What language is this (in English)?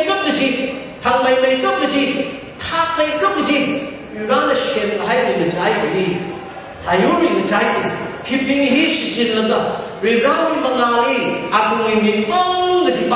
Tangkhul Naga (India)